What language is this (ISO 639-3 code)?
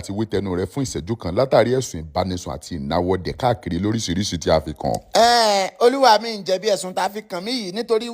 yor